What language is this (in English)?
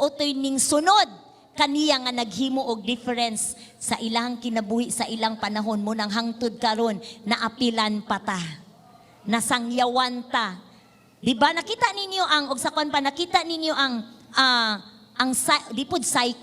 Cebuano